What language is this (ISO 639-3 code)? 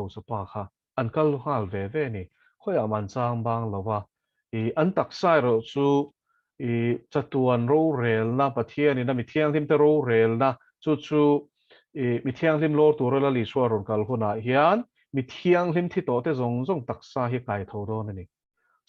lus